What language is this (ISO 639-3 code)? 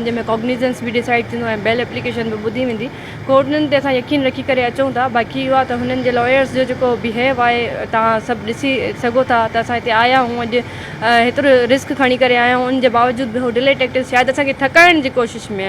snd